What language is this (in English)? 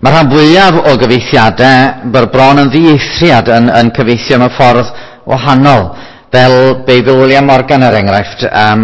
Welsh